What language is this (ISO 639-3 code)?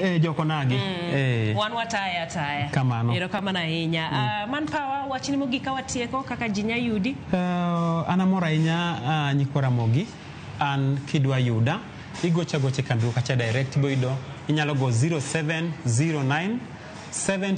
luo